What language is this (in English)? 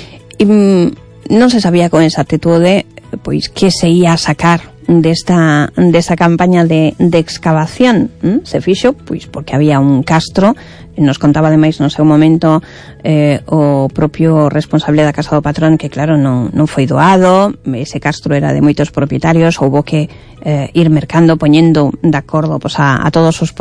Galician